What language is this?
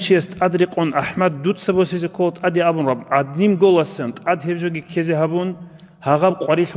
Avaric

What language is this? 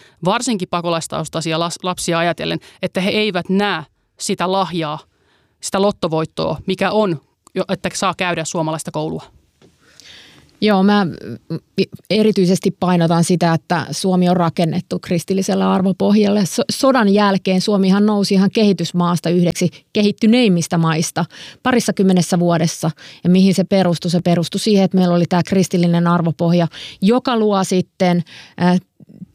Finnish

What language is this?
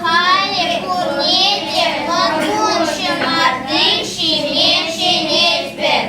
Chuvash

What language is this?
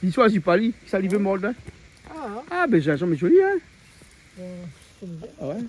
Réunion Creole French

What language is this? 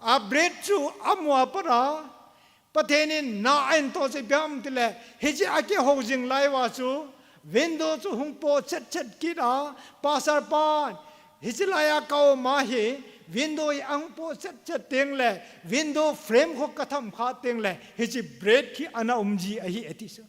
Thado Chin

